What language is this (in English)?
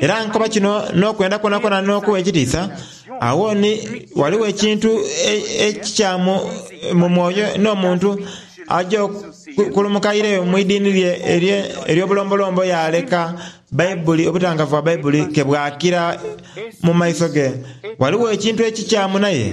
Soga